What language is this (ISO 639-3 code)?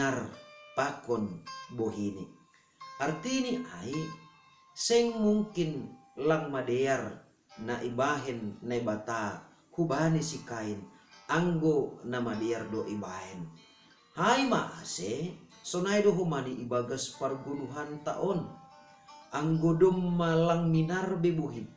bts